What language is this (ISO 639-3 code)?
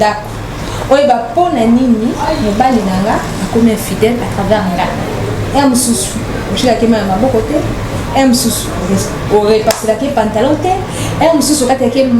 lin